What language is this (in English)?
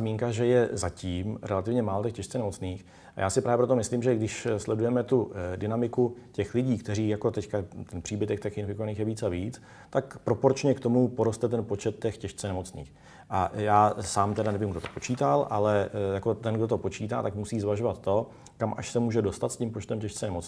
Czech